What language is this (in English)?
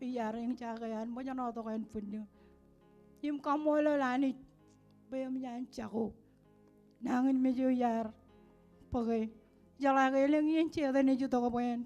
Marshallese